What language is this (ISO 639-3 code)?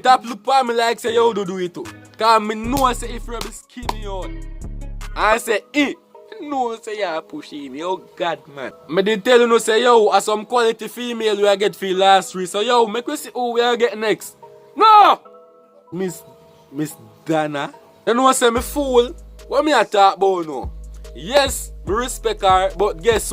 jam